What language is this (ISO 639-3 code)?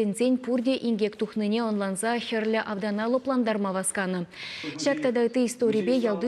chv